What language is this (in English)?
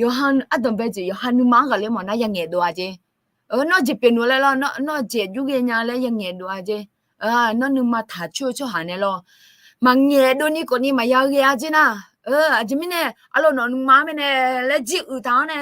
Akha